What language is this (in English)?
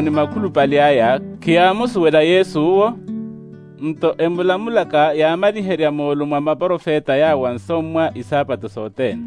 Makhuwa